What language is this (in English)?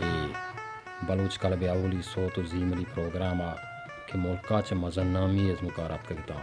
Baluchi